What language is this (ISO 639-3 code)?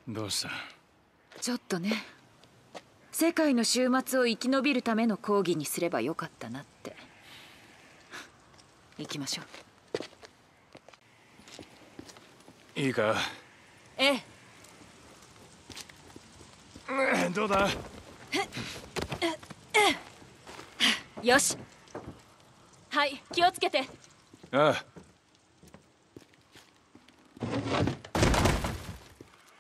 jpn